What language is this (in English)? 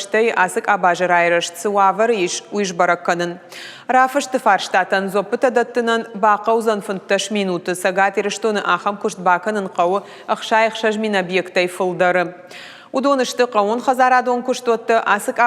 Ossetic